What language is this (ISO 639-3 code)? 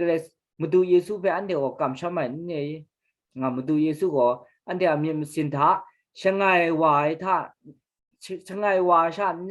kac